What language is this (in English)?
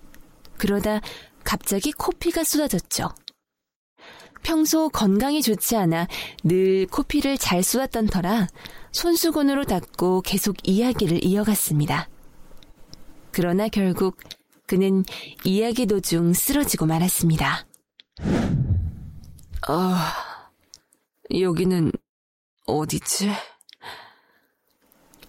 Korean